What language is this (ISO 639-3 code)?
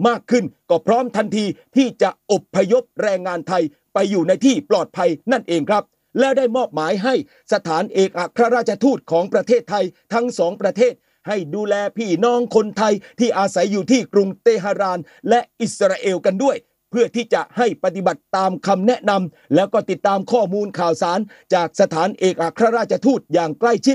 tha